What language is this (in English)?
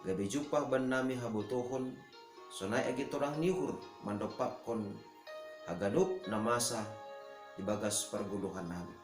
Batak Simalungun